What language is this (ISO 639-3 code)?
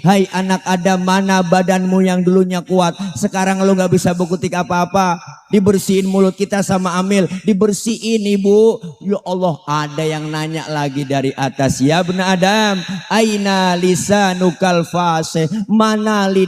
bew